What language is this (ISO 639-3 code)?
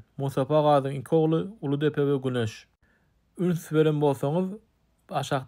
tuk